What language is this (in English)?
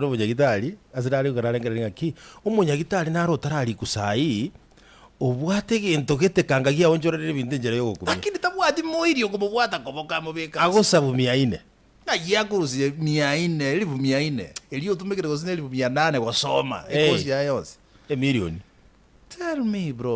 Gusii